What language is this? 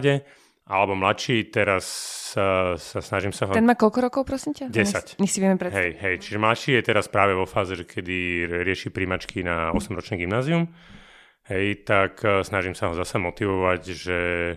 Slovak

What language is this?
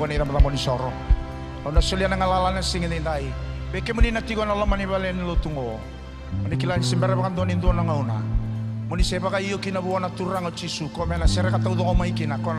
Fijian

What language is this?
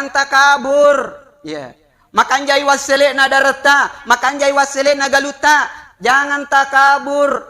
Buginese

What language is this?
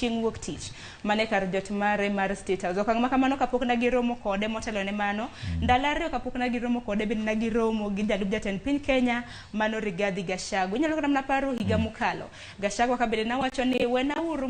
Luo (Kenya and Tanzania)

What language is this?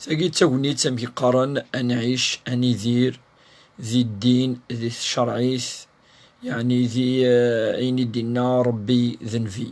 Kabyle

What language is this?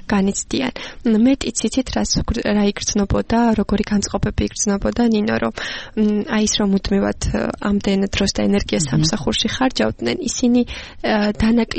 Georgian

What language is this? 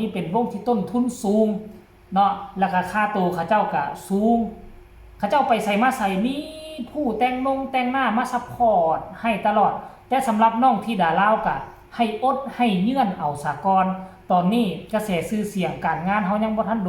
Northeastern Thai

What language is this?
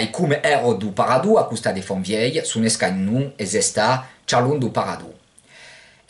Occitan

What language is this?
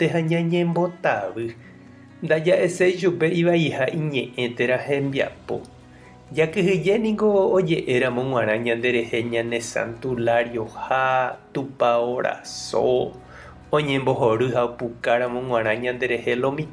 Guarani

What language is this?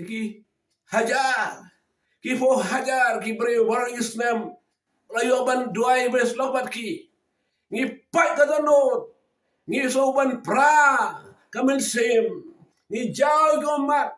Khasi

